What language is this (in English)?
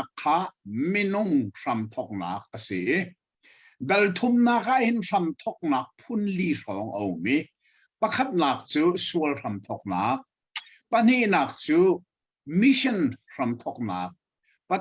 Hakha Chin